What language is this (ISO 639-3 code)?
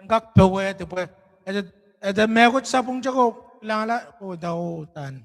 pon